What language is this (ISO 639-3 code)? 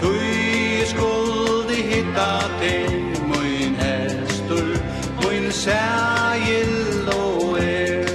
fao